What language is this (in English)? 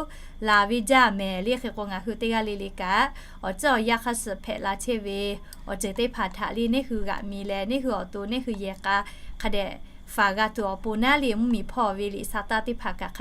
Lahu